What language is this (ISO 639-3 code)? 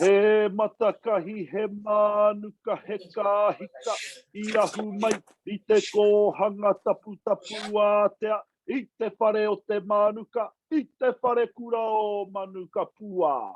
mri